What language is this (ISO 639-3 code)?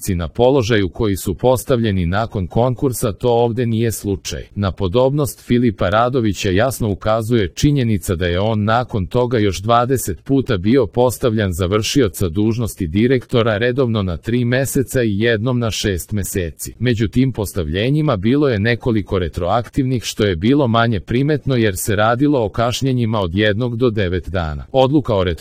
srp